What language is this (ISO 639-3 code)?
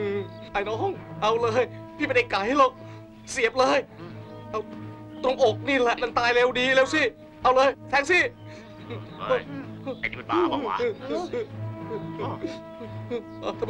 tha